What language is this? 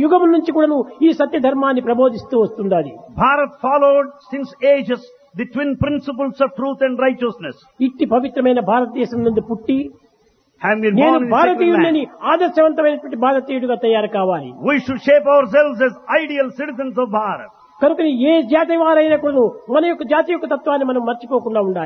Telugu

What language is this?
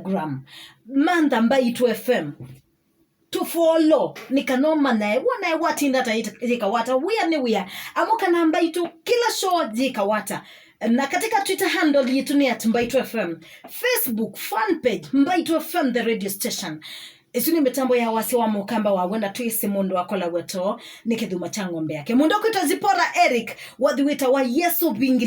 Kamba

